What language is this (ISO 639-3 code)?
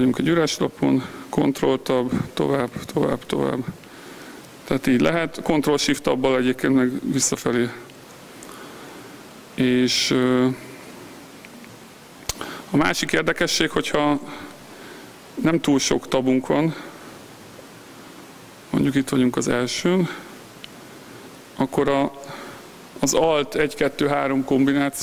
hun